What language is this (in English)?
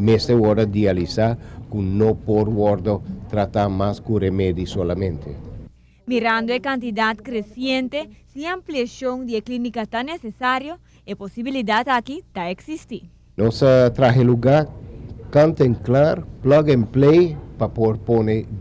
Papiamento